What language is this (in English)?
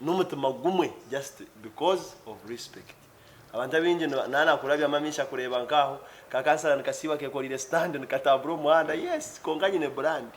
Nyankole